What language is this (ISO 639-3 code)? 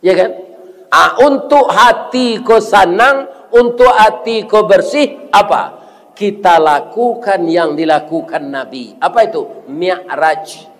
min